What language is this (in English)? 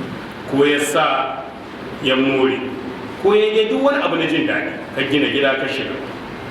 Hausa